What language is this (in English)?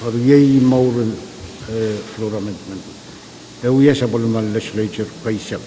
Pohnpeian